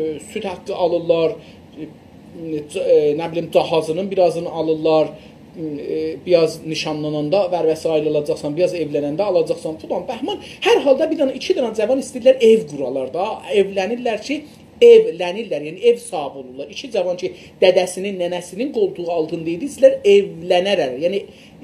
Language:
South Azerbaijani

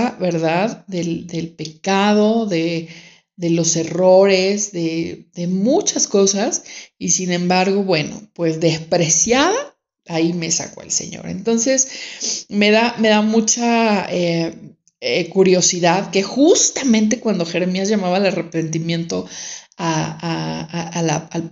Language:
Spanish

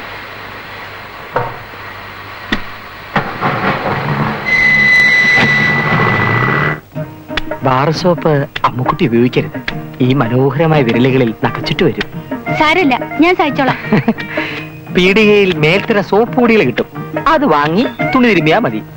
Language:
Malayalam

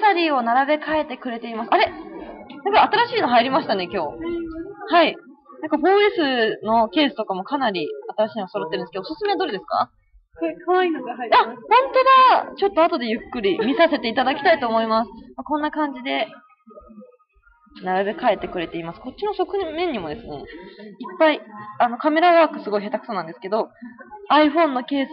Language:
Japanese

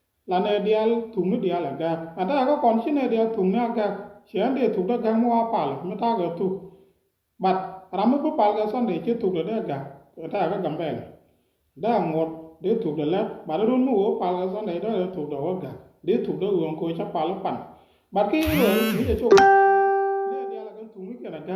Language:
Nuer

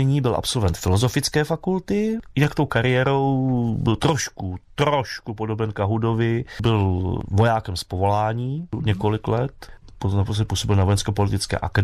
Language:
Czech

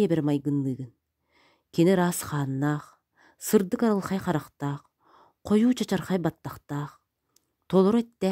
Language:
Yakut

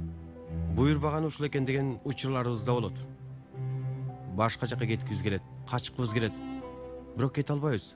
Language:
Kyrgyz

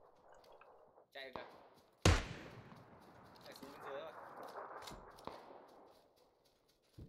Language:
Vietnamese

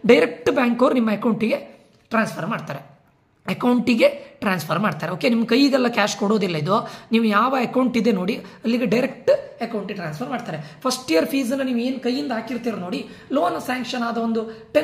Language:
Kannada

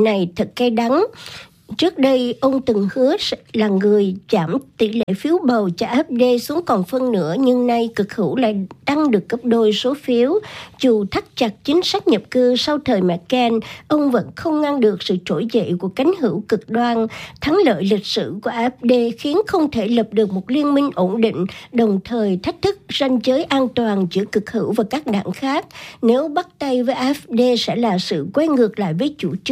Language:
Vietnamese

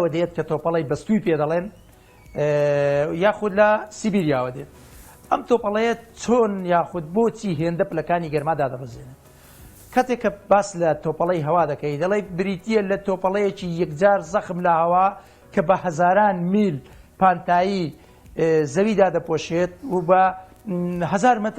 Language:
Central Kurdish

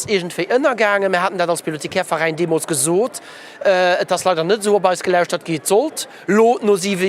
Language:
Luxembourgish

